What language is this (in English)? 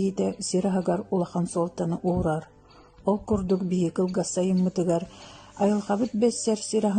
Yakut